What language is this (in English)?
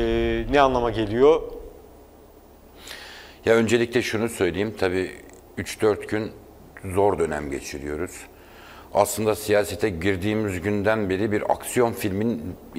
Turkish